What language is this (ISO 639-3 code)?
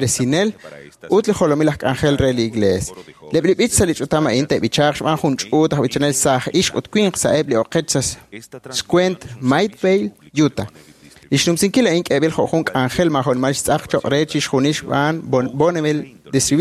kek